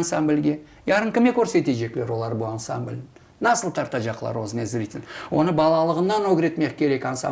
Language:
Crimean Tatar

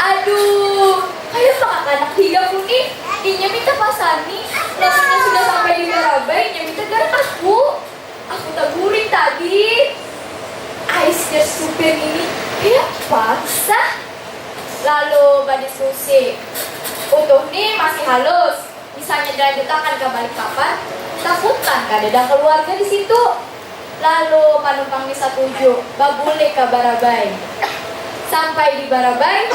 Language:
Banjar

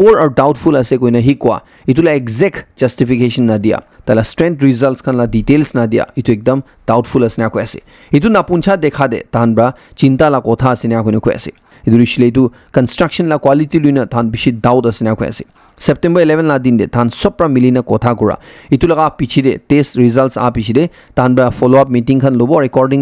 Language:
Naga Pidgin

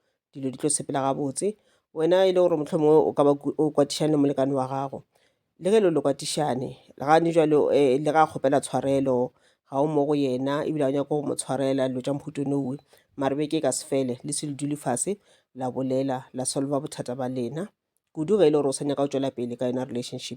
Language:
Northern Sotho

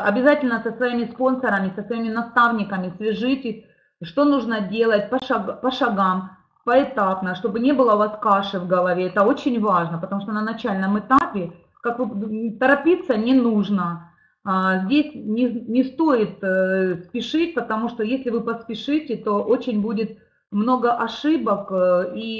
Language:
Russian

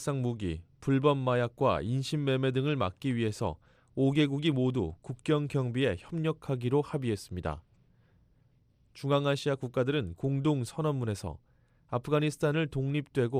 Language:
Korean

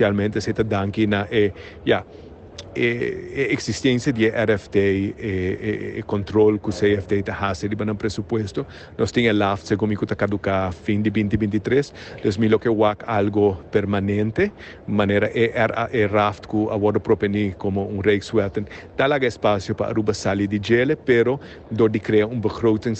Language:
Papiamento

